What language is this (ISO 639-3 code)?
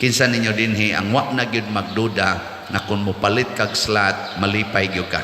ceb